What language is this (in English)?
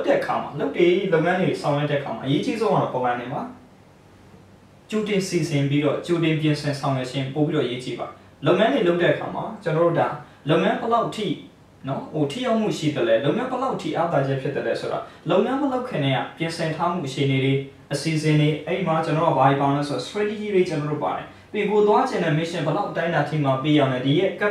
Burmese